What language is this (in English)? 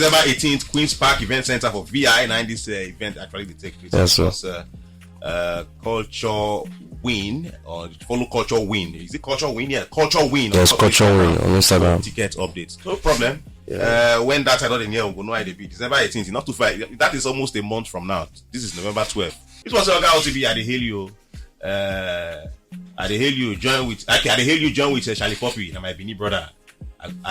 Nigerian Pidgin